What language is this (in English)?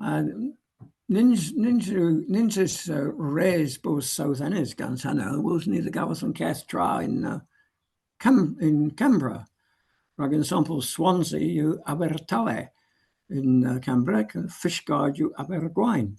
Cornish